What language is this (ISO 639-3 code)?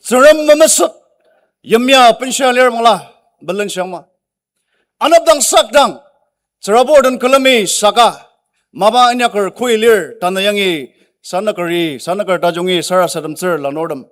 njo